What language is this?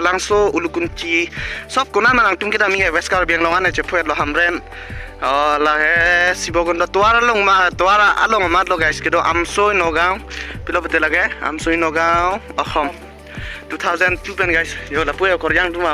Karbi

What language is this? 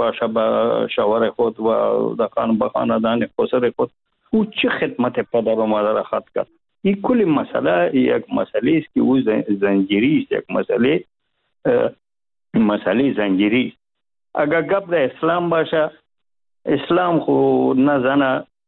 Persian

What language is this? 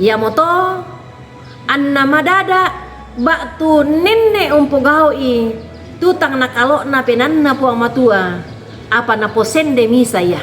Toraja-Sa'dan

